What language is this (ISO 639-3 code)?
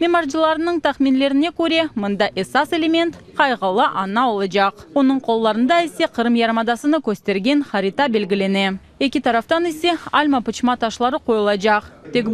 crh